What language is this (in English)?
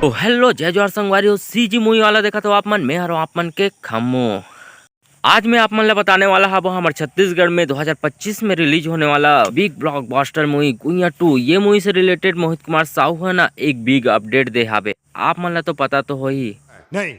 Chhattisgarhi